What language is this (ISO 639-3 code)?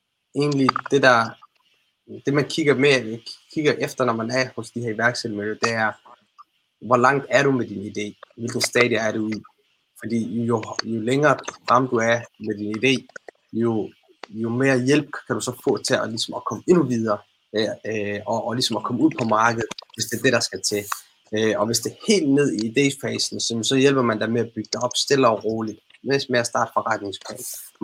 dan